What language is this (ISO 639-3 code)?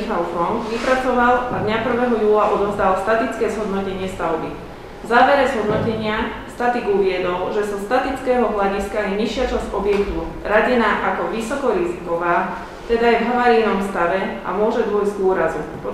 slk